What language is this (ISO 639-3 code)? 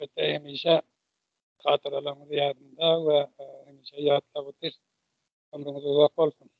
tuk